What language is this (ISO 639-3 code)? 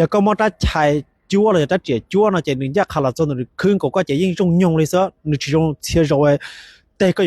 hmn